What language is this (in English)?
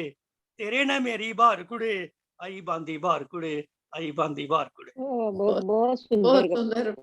Dogri